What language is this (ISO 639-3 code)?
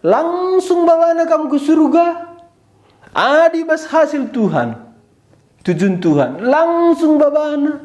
btx